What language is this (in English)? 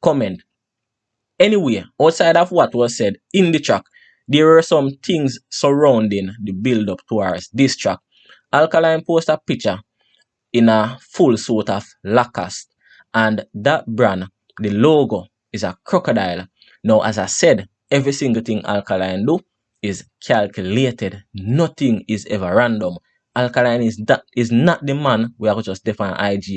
Jamaican Creole English